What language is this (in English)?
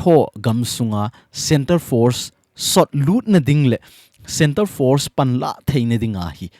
Thado Chin